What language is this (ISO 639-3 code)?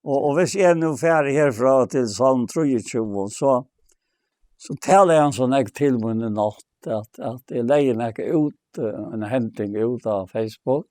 fao